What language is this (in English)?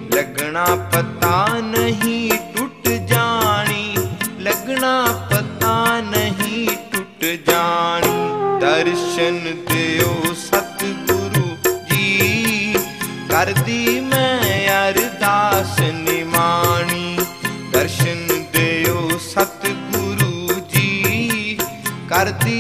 Punjabi